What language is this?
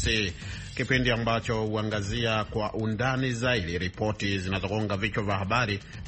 Swahili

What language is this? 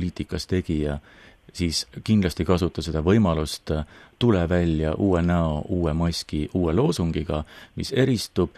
Estonian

